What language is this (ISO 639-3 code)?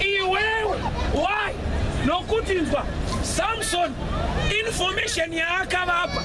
sna